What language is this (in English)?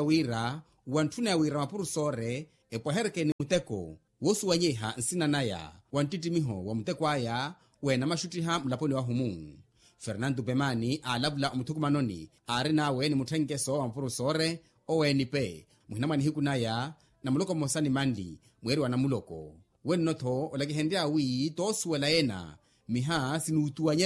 Makhuwa